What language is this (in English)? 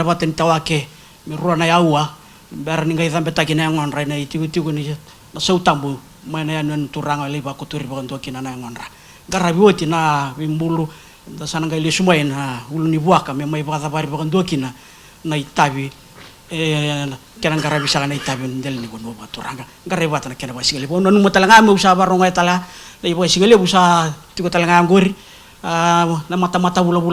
Fijian